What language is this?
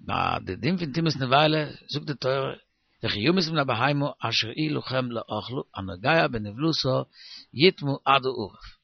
Yiddish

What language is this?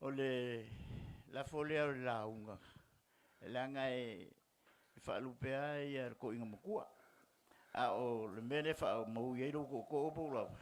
Samoan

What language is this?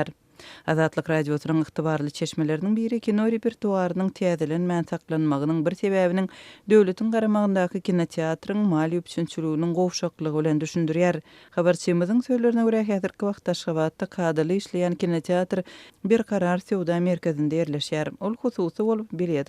Turkmen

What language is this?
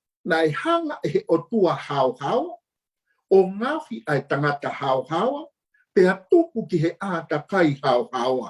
Tongan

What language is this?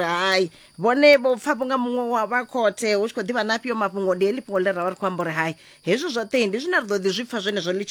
Venda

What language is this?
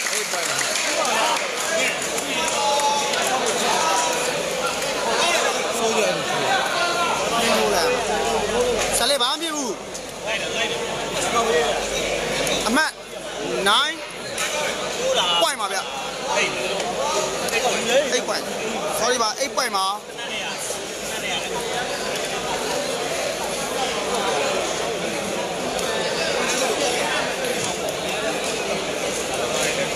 Burmese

